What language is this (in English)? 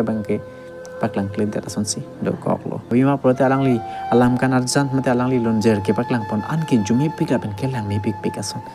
Karbi